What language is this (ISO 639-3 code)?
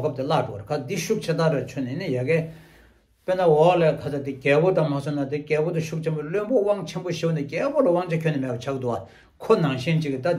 bod